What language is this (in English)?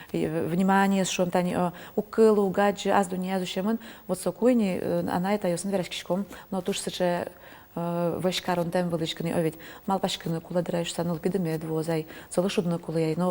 Udmurt